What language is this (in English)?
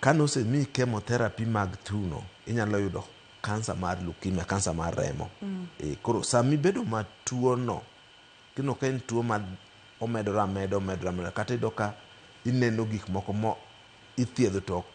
Luo (Kenya and Tanzania)